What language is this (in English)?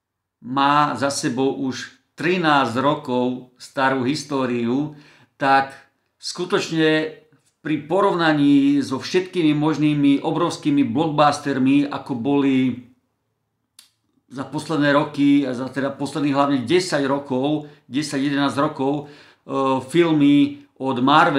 Slovak